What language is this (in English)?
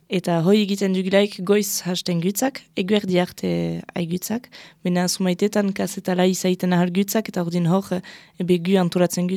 Basque